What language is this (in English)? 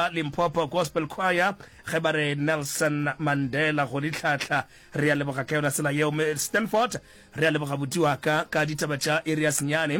Northern Sotho